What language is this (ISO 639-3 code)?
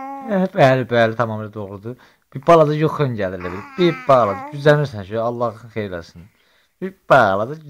aze